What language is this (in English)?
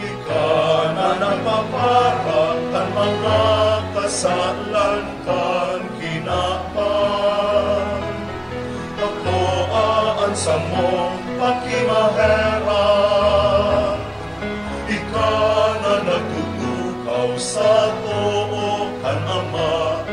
Bikol